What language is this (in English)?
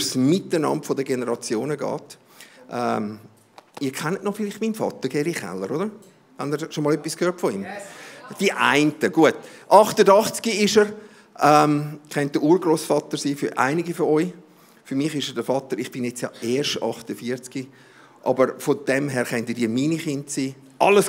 Swiss German